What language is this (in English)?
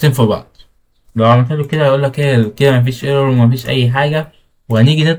Egyptian Arabic